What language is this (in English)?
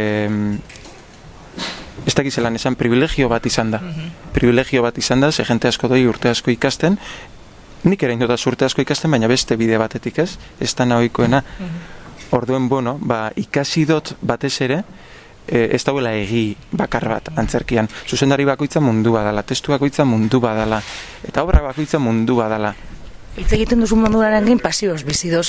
Basque